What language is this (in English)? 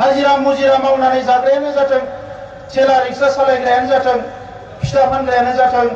Bodo